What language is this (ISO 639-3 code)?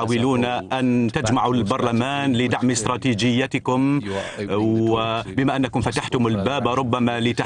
ara